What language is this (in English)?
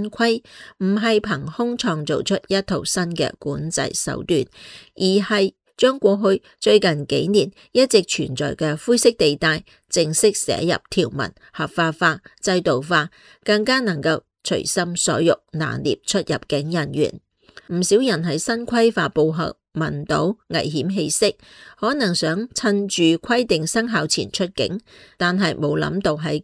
Cantonese